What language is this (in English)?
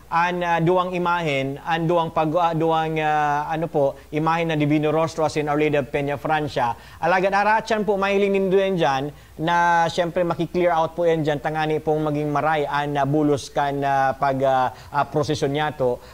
Bikol